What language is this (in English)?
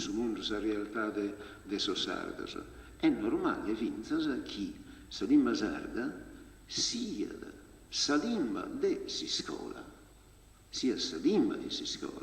Sardinian